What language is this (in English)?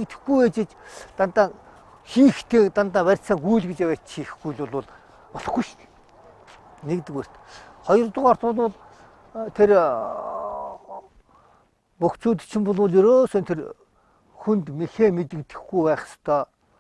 Mongolian